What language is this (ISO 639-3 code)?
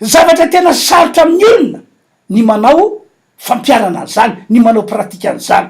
mlg